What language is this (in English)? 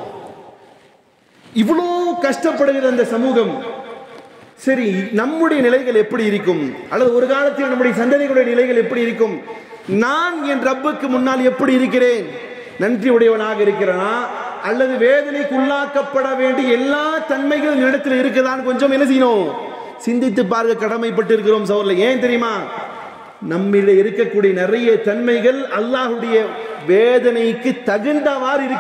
Tamil